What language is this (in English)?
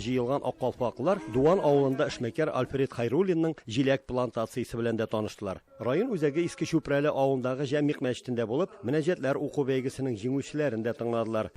Tatar